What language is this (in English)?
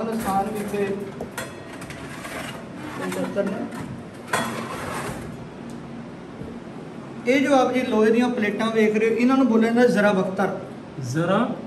Punjabi